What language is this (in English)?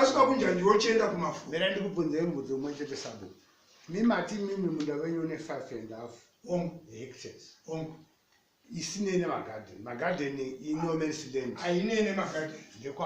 Shona